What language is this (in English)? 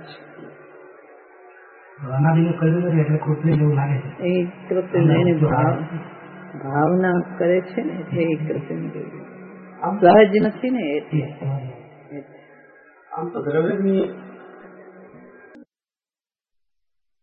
Gujarati